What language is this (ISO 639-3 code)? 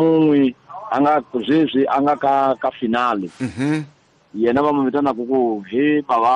tso